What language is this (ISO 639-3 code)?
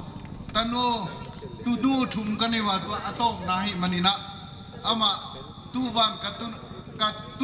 pck